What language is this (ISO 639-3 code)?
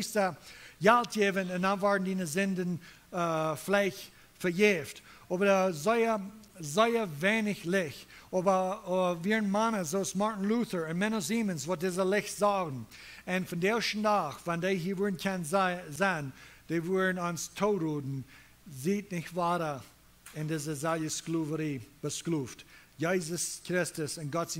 pdt